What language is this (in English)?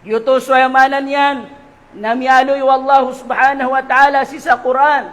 Maranao